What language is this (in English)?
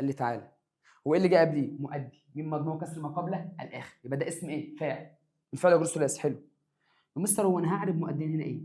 Egyptian Arabic